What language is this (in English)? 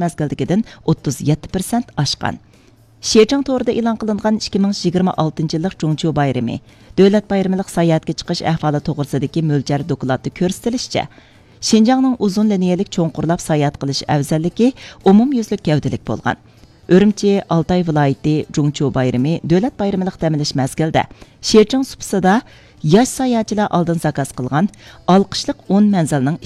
Uyghur